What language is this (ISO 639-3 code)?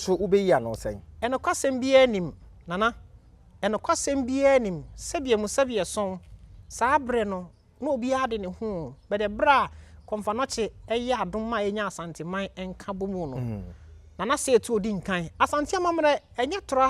aka